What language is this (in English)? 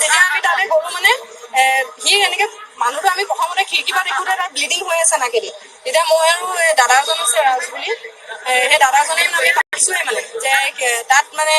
Assamese